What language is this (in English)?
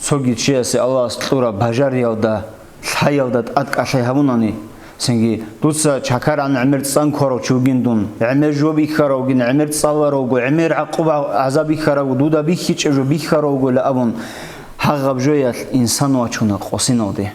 Avaric